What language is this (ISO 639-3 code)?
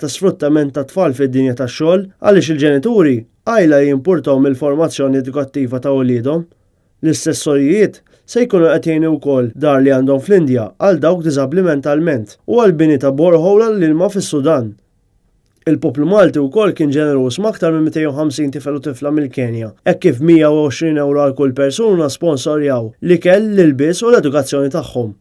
mlt